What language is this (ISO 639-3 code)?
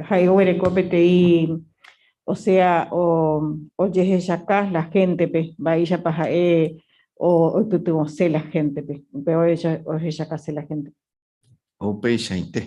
grn